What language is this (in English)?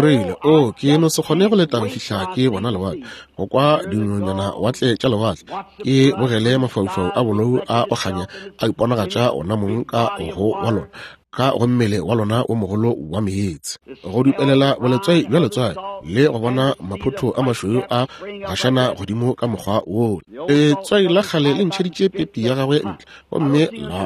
Northern Sotho